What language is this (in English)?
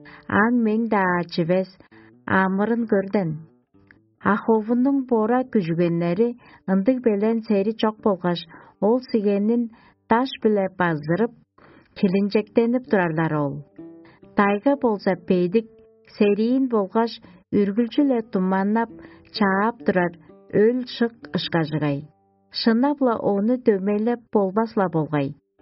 Tuvinian